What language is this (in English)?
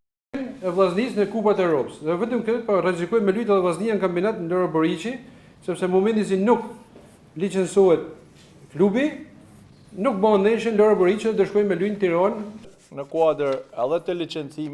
Albanian